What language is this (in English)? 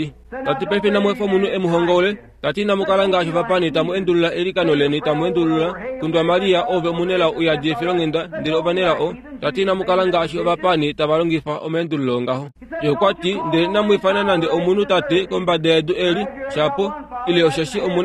Kuanyama